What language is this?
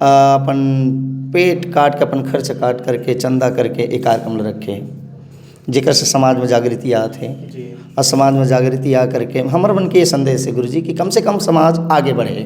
Chhattisgarhi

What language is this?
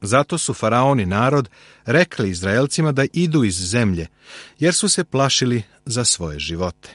Serbian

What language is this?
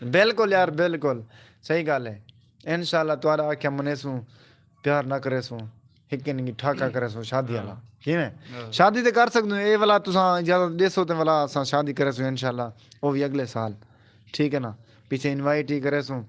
Saraiki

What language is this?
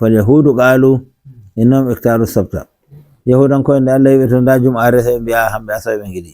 Nigerian Fulfulde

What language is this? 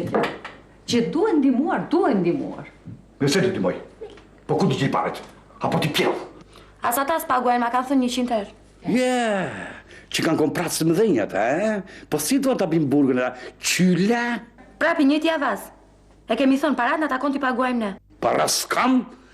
Albanian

